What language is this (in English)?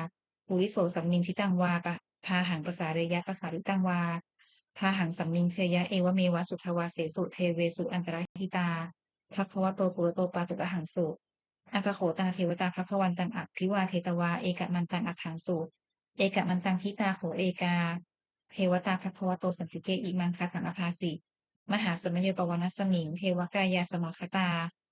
Pali